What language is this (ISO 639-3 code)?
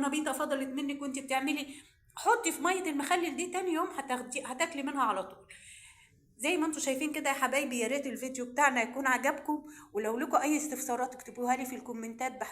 arz